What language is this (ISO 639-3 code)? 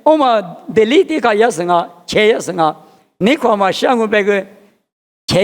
lis